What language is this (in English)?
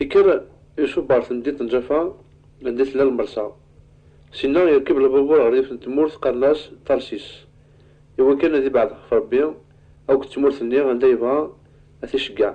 Kabyle